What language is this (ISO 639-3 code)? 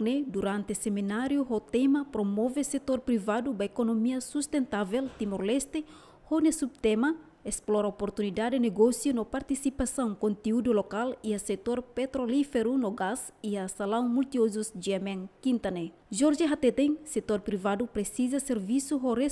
tet